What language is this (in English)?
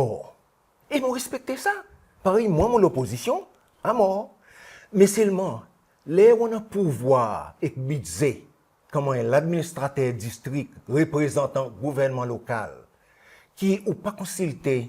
Seselwa Creole French